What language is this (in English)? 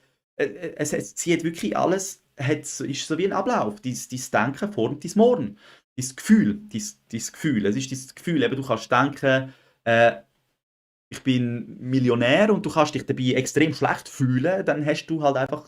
Swiss German